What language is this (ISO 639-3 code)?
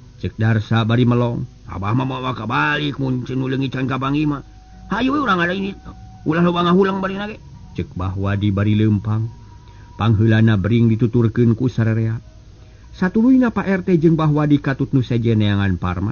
sun